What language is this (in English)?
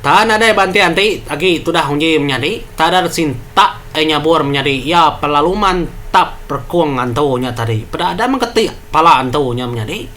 Iban